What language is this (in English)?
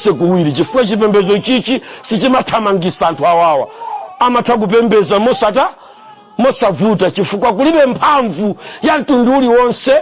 Nyanja